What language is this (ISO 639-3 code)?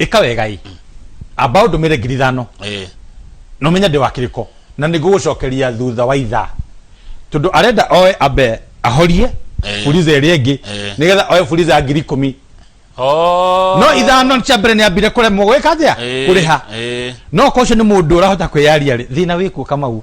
kik